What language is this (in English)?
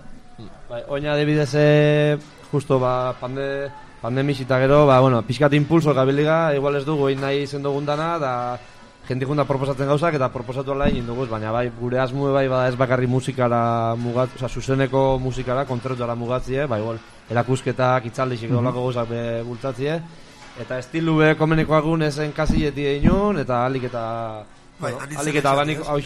Basque